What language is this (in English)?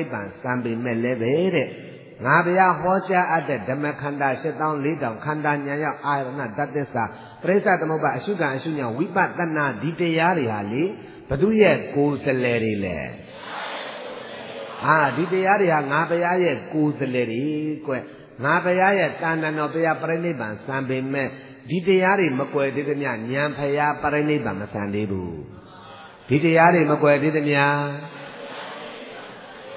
Burmese